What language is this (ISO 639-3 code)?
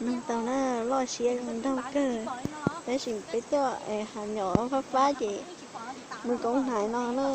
hmn